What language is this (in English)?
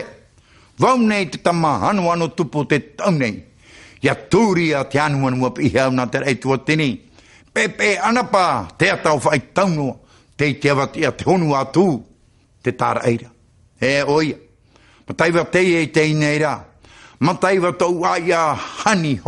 Tahitian